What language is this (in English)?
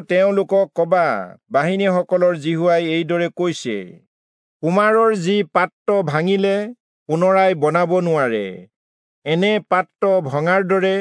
Assamese